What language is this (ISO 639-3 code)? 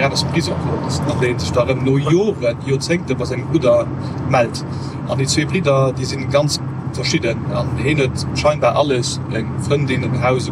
ltz